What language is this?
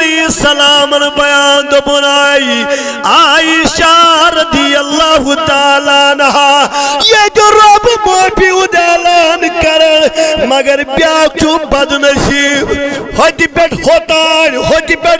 Kashmiri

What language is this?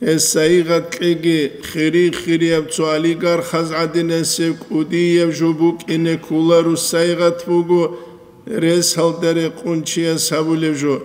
Avaric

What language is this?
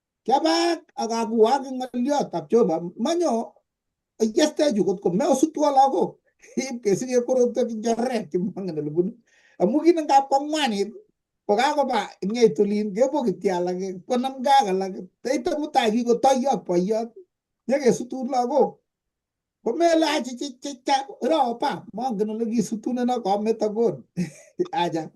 Kalenjin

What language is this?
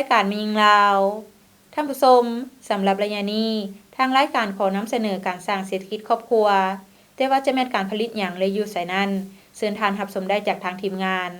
Lao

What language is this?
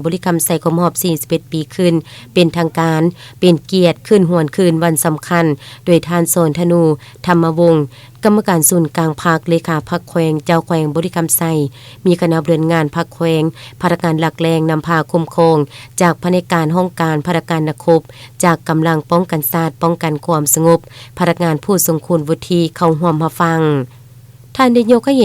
Lao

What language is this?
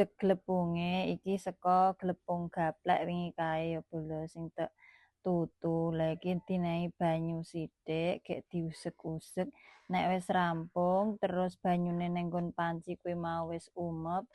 Javanese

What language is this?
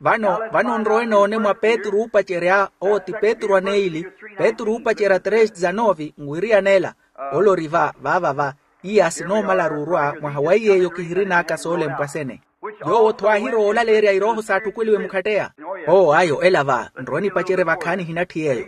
Makhuwa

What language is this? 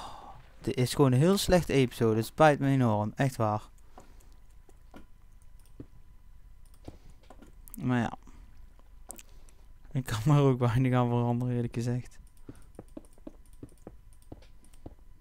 Dutch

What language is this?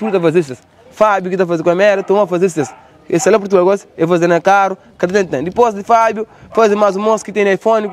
Kabuverdianu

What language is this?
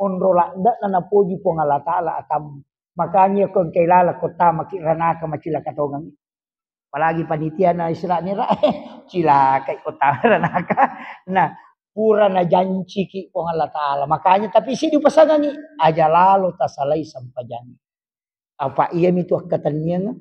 Buginese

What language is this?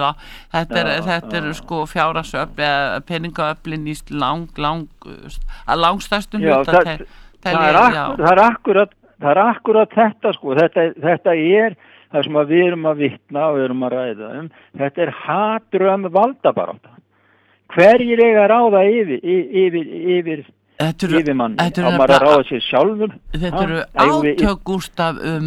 Icelandic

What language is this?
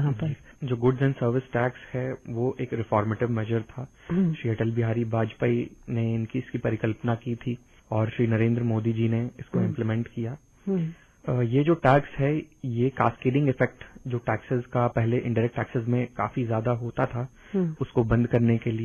Hindi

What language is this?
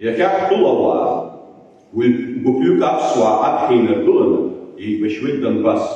Abkhazian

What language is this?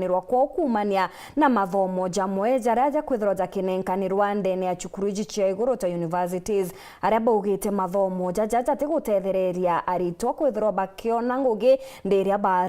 Meru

